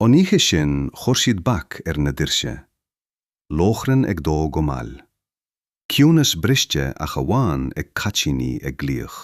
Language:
Irish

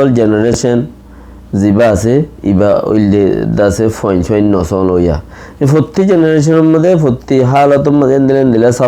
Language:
Rohingya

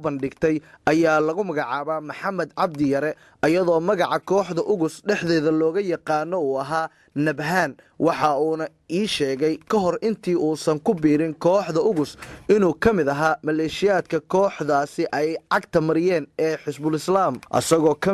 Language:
Somali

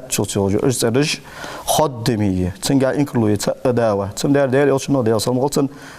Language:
Ingush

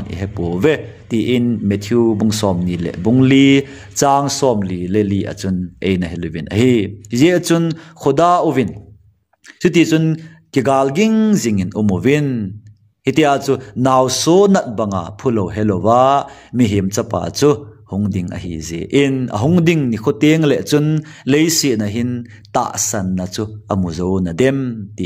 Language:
Thado Chin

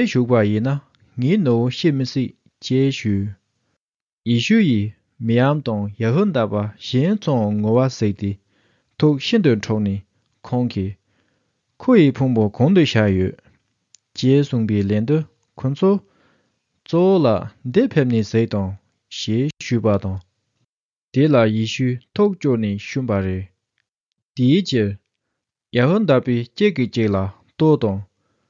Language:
Tibetan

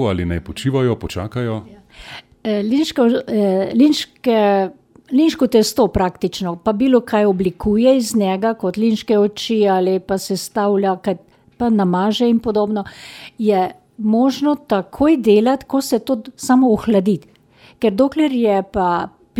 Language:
Slovenian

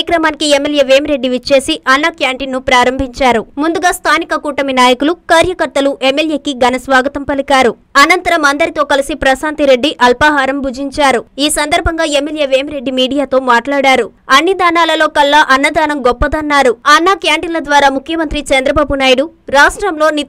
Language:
Telugu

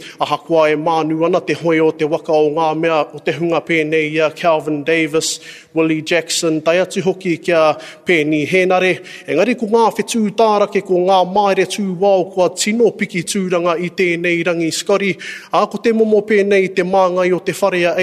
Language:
Māori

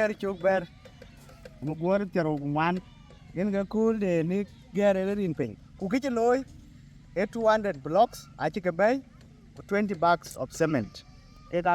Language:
Dinka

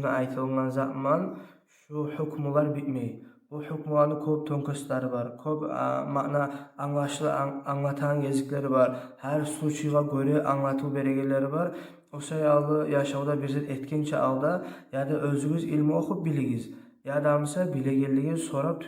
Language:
Kumyk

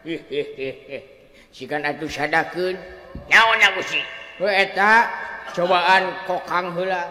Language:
Sundanese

